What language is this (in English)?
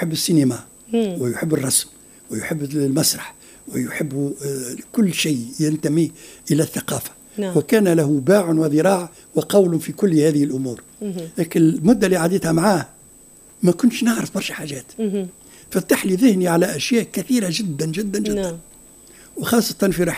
Tunisian Arabic